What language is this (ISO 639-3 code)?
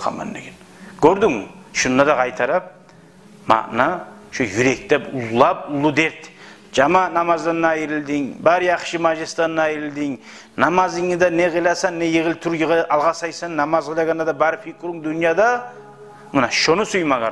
kum